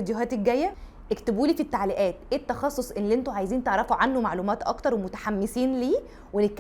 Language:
Egyptian Arabic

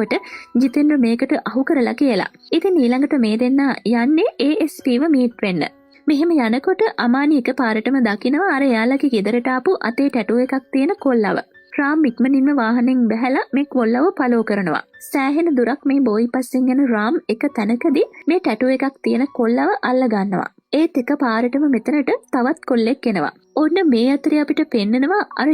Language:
Sinhala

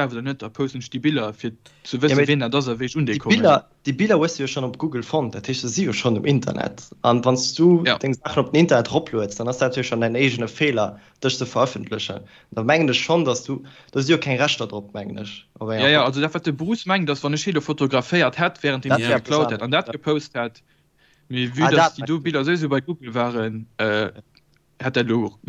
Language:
Luxembourgish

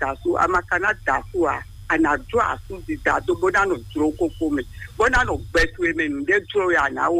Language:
Fon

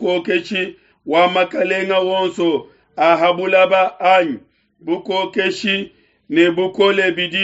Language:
Luba-Lulua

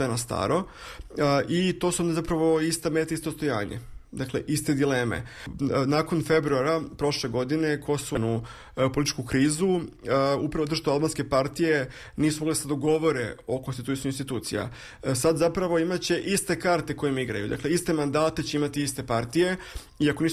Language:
Serbian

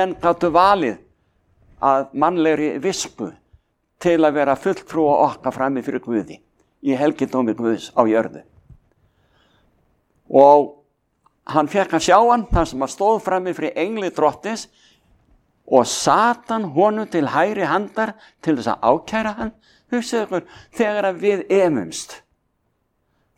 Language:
Icelandic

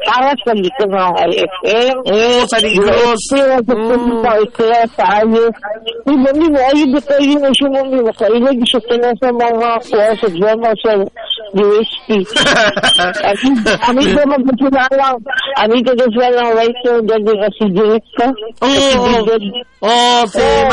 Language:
Cebuano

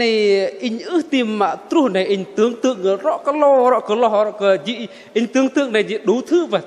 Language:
Bahnar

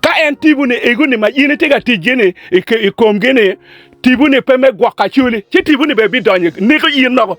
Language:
Acoli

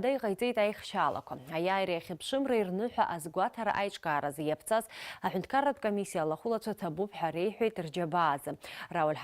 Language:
Abkhazian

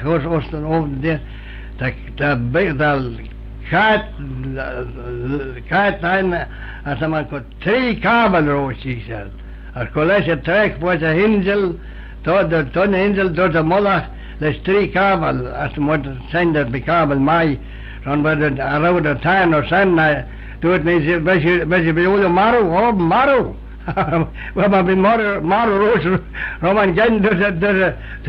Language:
Manx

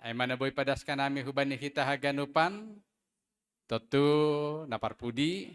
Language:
Batak Simalungun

